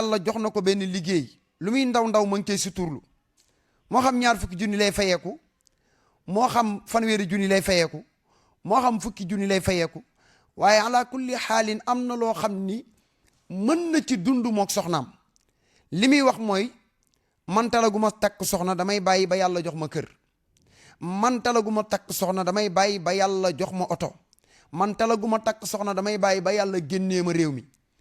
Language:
Wolof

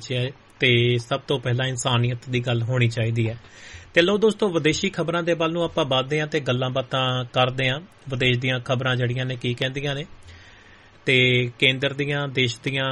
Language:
Punjabi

